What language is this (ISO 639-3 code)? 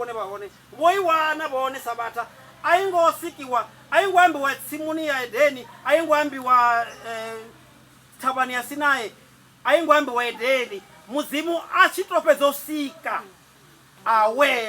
ven